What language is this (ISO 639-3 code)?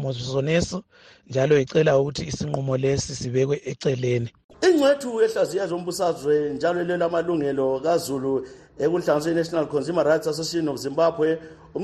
nde